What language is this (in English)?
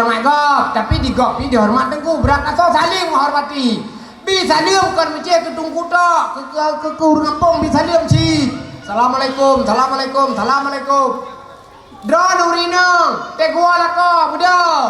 Achinese